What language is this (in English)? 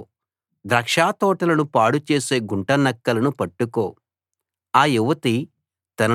Telugu